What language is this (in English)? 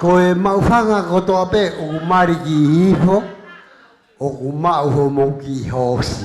Tongan